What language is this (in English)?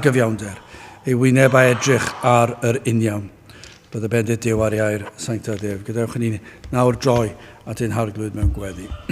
Welsh